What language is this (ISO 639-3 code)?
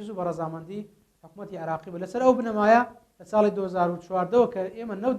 ckb